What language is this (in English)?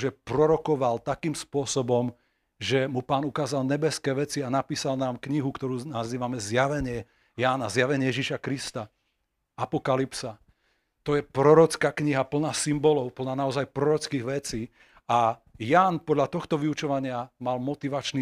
Slovak